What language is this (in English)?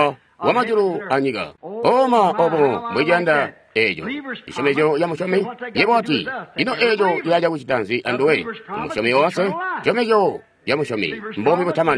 Tonga (Zambia)